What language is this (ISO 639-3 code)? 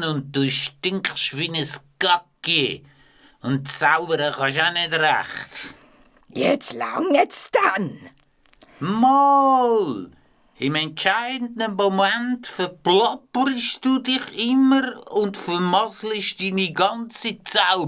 gsw